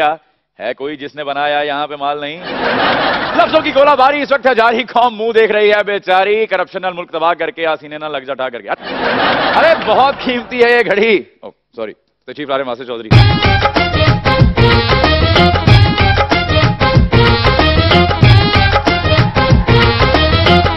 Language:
Urdu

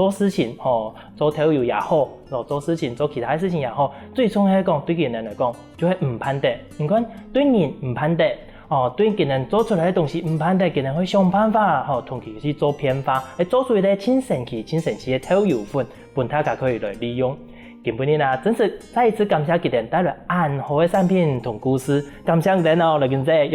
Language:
Hakka Chinese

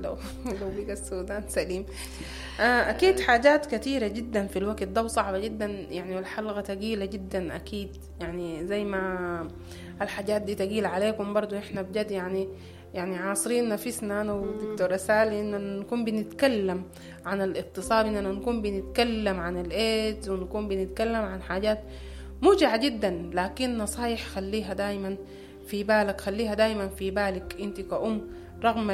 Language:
Sudanese Arabic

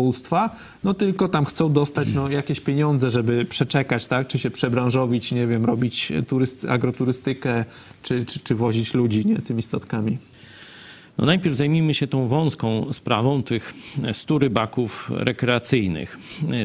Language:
Polish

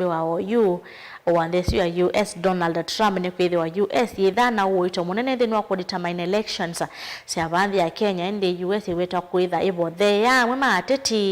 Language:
Kamba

